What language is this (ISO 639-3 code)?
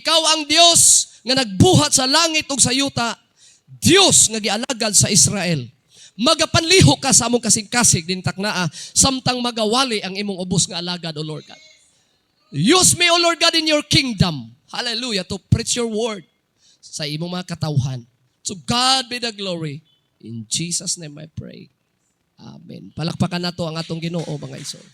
ceb